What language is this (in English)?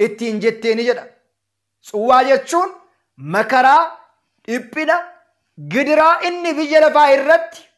Oromo